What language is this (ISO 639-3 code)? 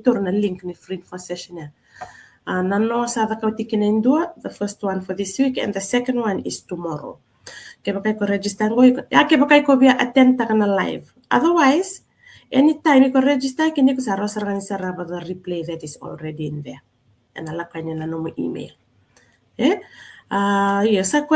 fij